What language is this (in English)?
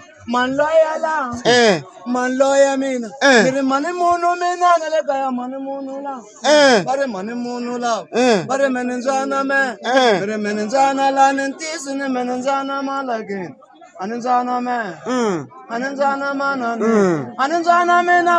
Tsonga